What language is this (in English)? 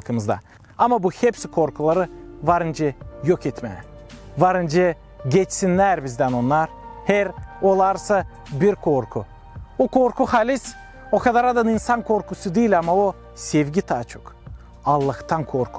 Gagauz